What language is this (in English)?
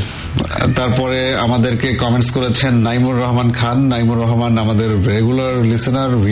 Bangla